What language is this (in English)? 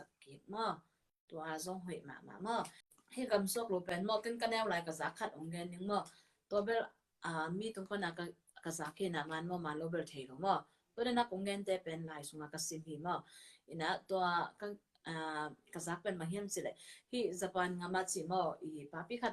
Tedim Chin